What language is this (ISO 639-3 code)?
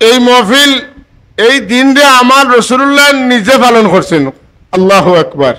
syl